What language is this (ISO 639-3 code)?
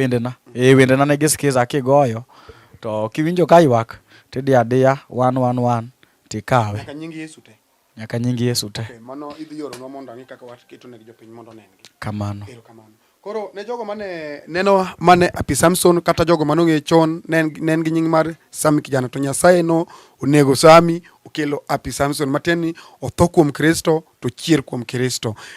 luo